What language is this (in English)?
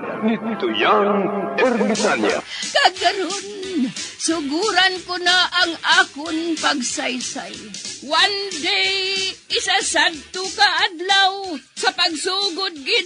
Hiligaynon